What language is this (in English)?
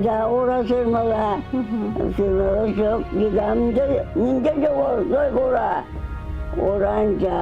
Chuvash